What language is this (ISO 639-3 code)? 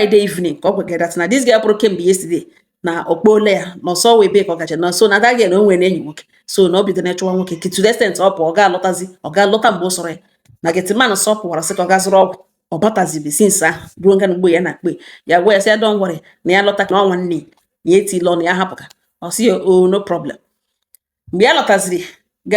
ibo